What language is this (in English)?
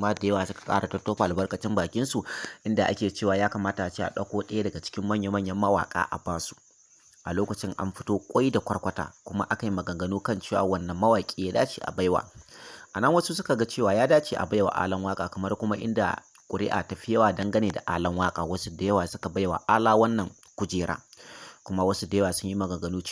Hausa